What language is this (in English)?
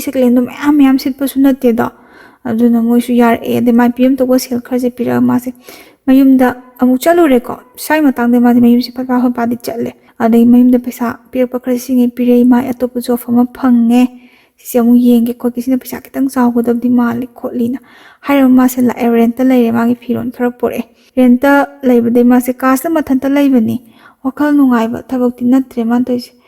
Manipuri